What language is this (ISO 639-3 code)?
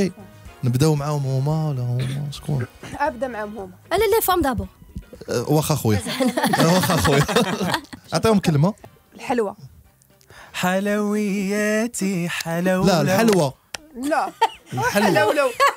ary